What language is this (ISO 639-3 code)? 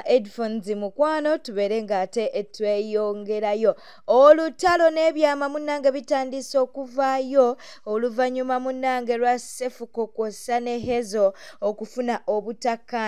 lug